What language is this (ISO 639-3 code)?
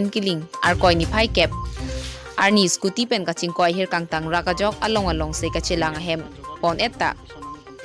mjw